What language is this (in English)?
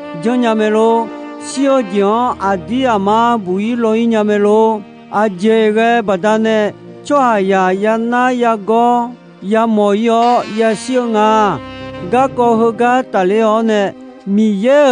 Akha